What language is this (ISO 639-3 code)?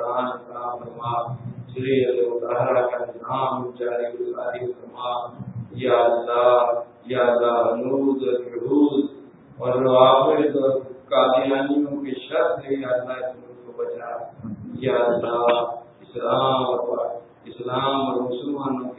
urd